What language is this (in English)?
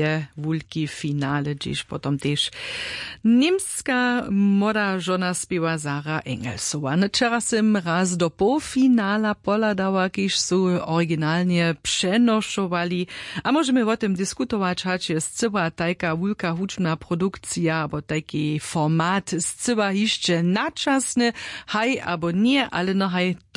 Upper Sorbian